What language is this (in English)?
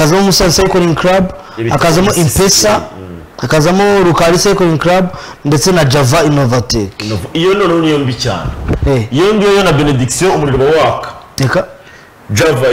Kinyarwanda